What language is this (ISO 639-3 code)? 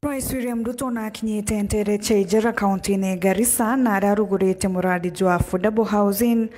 mer